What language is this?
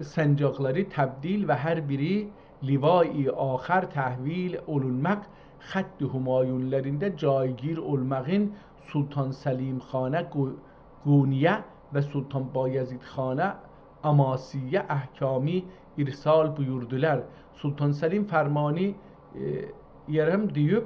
South Azerbaijani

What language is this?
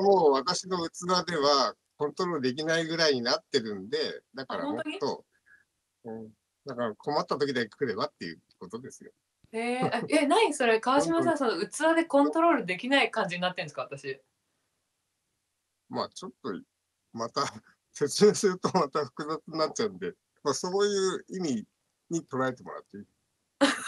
Japanese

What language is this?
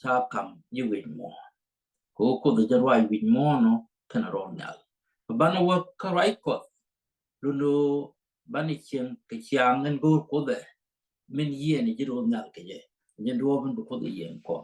Nuer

